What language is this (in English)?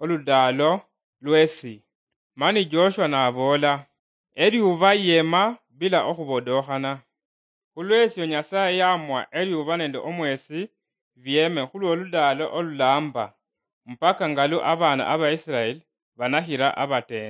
Luyia